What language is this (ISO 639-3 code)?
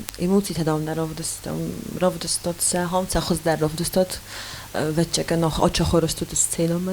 oss